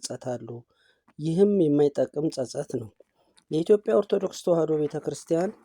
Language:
Amharic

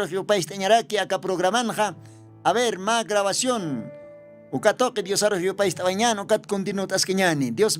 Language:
Aymara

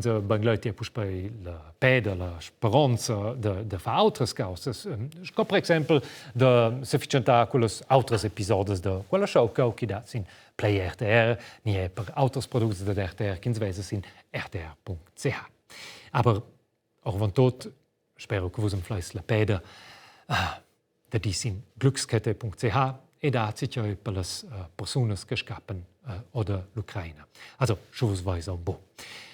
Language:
Romansh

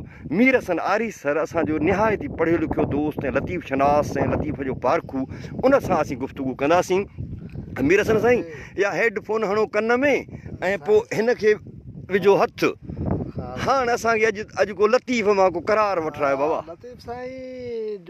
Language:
Sindhi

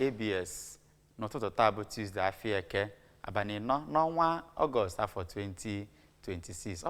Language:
Igbo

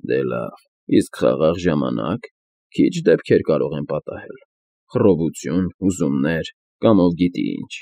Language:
Armenian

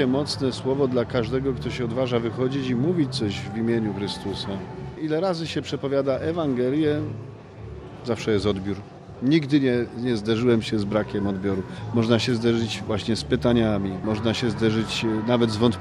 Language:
Polish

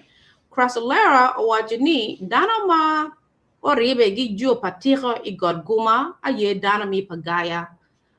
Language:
Acoli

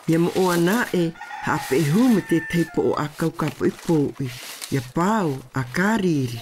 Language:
Tahitian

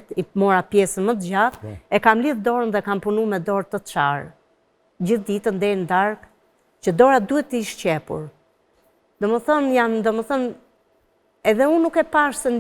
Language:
Albanian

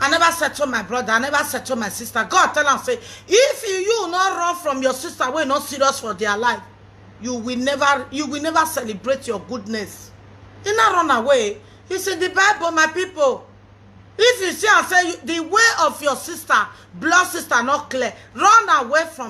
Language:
Nigerian Pidgin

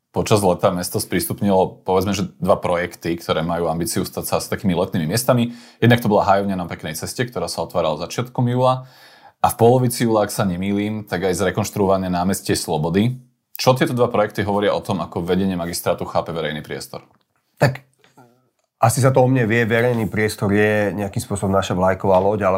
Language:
Slovak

